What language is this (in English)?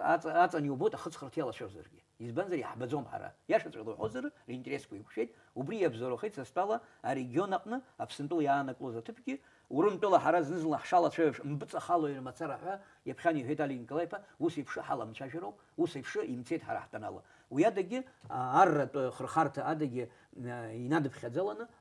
Abkhazian